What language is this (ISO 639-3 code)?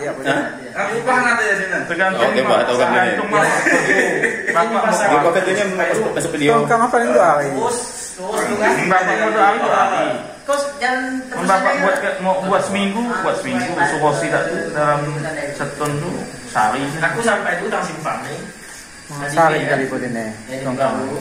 msa